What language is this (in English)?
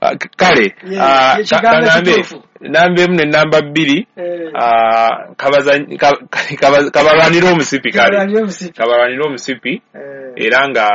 Ganda